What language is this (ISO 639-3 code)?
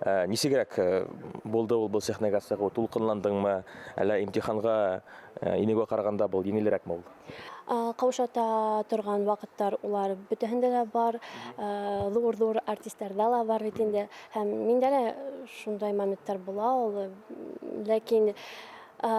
bak